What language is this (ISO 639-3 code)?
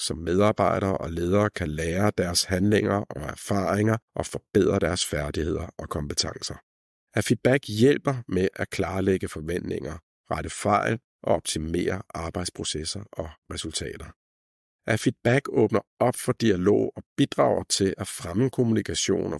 dan